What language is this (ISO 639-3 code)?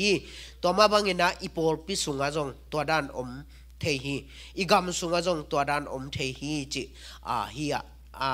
ctd